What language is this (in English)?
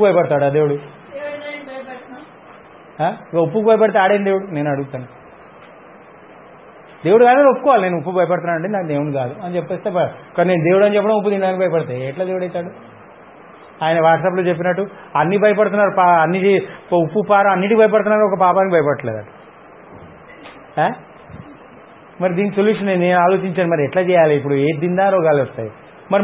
Telugu